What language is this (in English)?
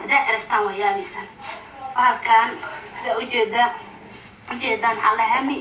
Somali